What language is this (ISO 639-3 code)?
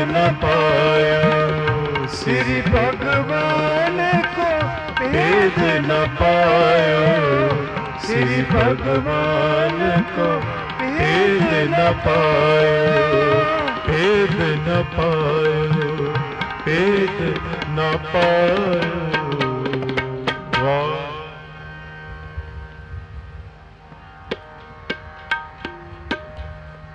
hin